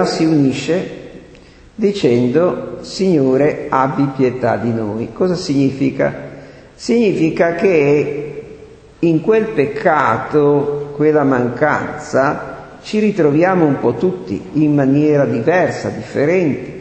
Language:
Italian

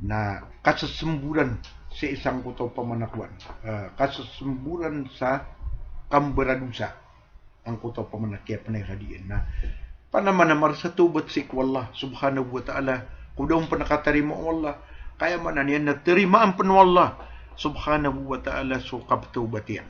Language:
Maranao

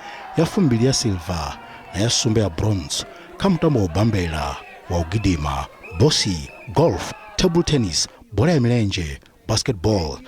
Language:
Venda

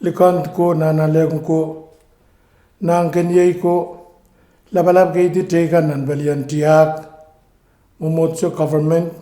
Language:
Pohnpeian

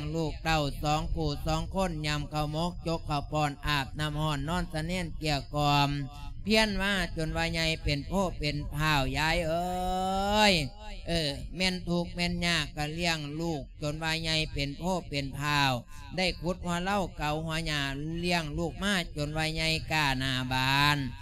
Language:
Lao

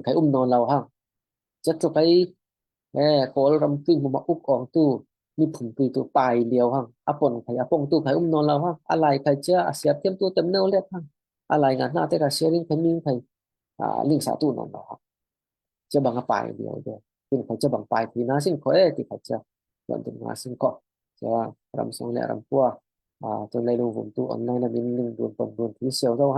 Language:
Falam Chin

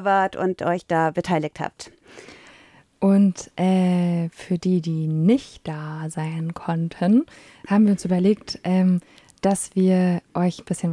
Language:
German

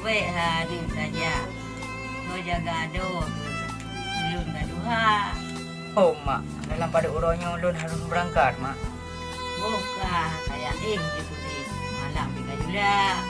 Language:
Achinese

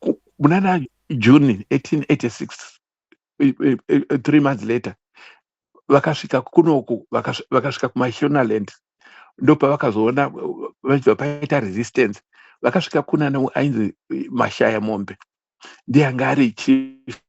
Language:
Shona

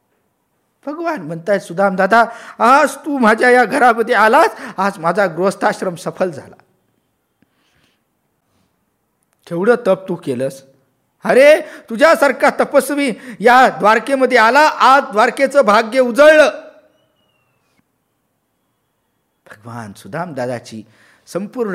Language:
Marathi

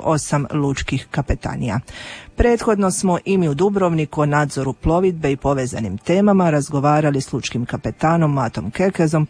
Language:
Croatian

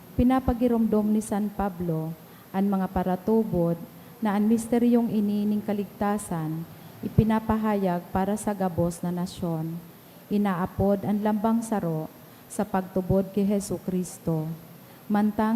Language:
Bikol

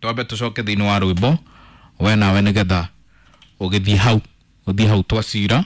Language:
Kikuyu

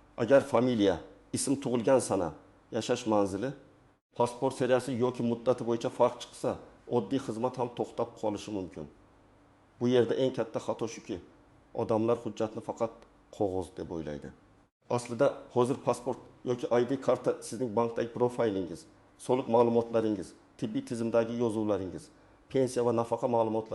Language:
Uzbek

